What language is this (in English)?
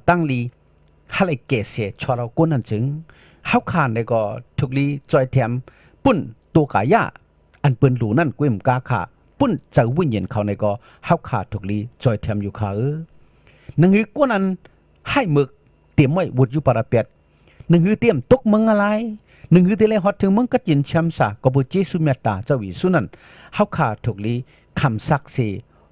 Shan